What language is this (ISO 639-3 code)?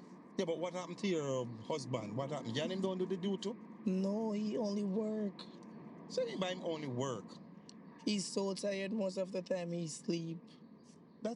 jam